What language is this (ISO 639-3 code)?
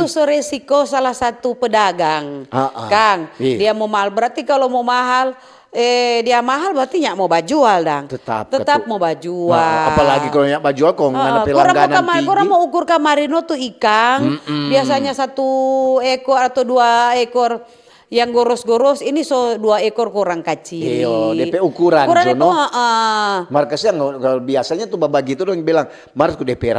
xmm